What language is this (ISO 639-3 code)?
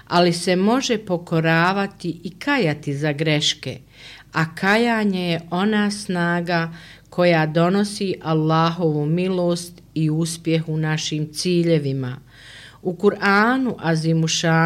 bos